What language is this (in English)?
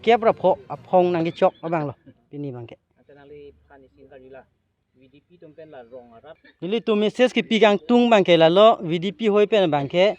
Karbi